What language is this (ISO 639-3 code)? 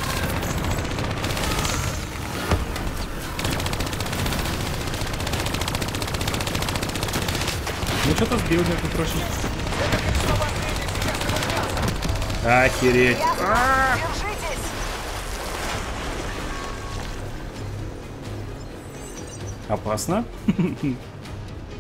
rus